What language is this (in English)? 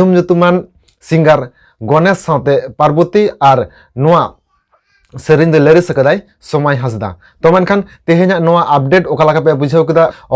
Santali